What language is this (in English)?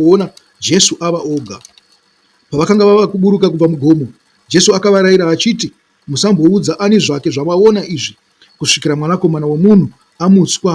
Shona